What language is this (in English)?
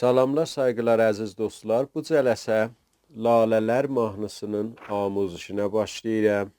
South Azerbaijani